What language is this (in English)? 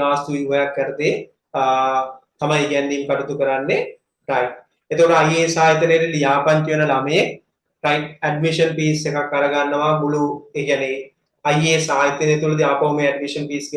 Sinhala